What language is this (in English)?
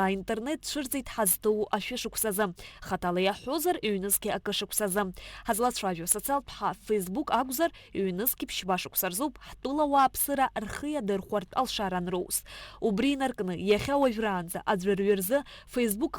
Abkhazian